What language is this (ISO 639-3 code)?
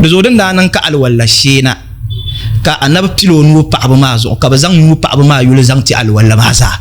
dag